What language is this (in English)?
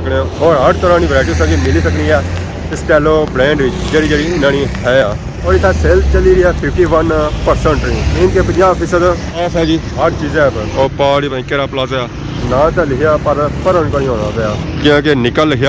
Pahari-Potwari